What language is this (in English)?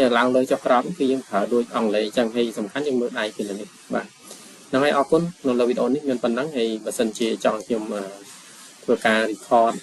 Khmer